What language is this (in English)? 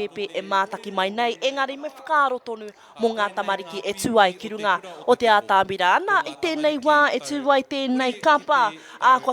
Māori